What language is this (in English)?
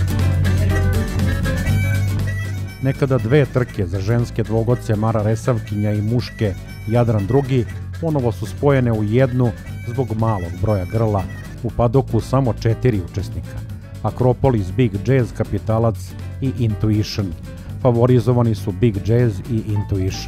Serbian